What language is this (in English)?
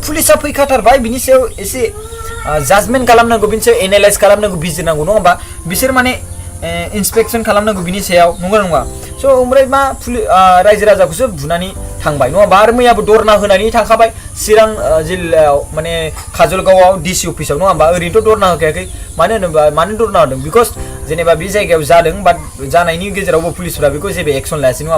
Bodo